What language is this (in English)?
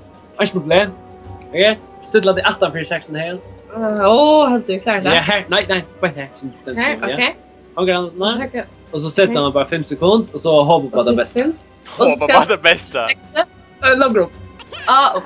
Faroese